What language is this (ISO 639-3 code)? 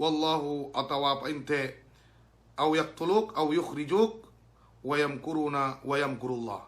yka